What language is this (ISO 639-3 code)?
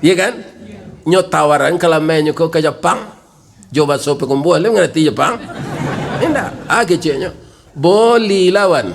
min